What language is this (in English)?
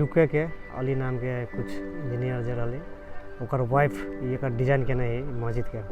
Maithili